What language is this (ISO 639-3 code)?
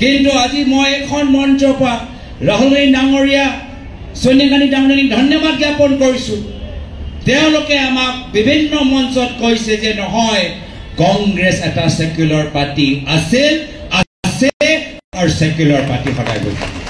asm